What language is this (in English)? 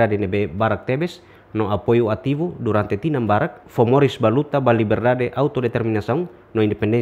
Tetum